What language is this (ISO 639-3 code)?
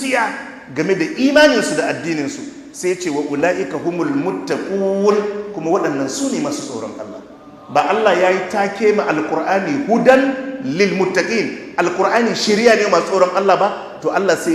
hau